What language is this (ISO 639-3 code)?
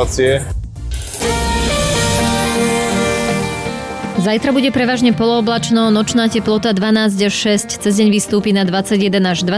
slk